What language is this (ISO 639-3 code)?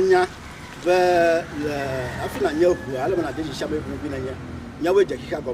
ewe